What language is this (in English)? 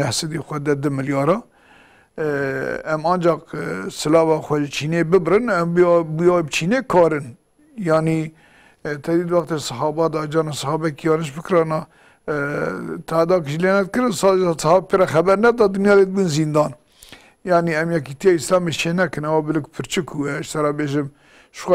Kurdish